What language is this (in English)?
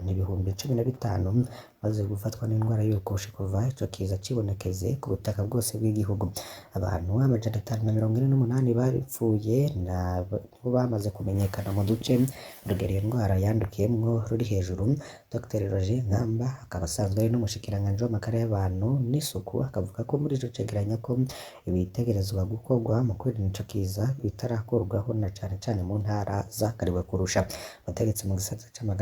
Rundi